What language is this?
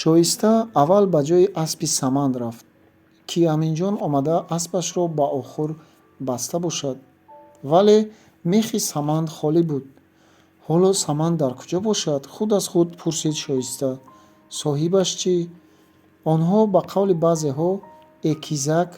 Tajik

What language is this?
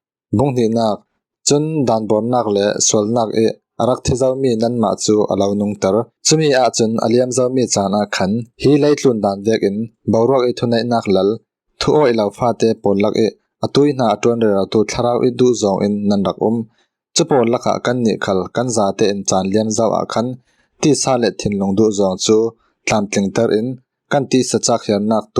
Falam Chin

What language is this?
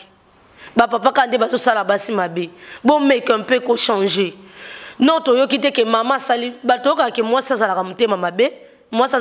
Lingala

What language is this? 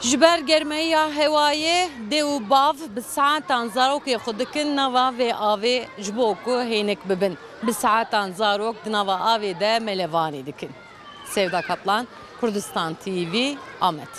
Kurdish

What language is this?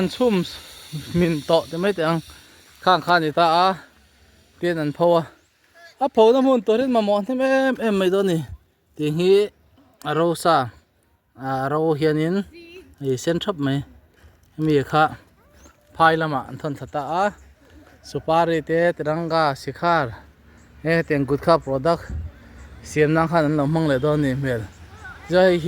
Mizo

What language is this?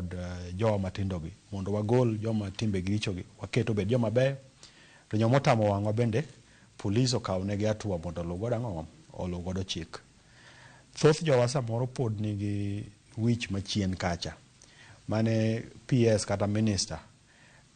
Luo (Kenya and Tanzania)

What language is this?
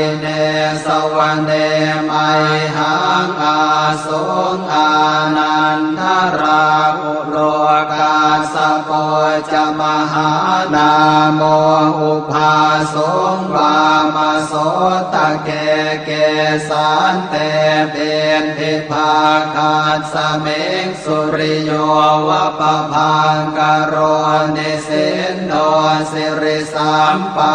Pali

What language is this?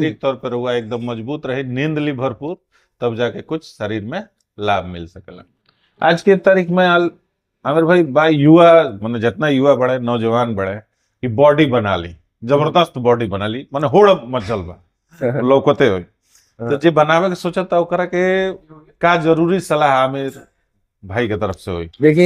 Bhojpuri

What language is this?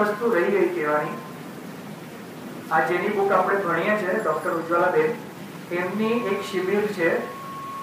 Gujarati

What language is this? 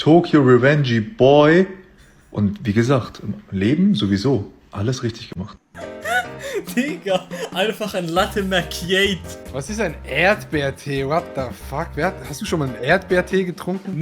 Swiss German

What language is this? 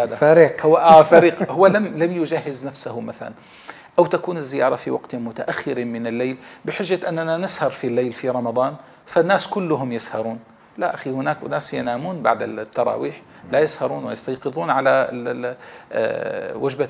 Arabic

